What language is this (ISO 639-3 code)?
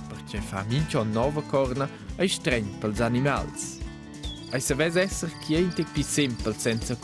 roh